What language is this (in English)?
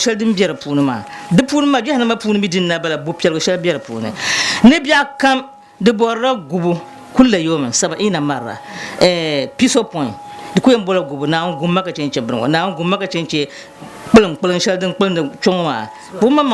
Dagbani